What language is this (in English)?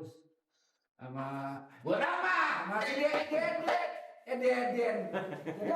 Betawi